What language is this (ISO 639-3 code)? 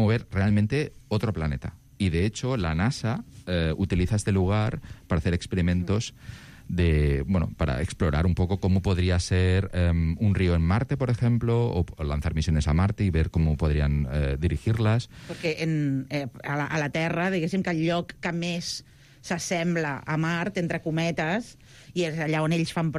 cat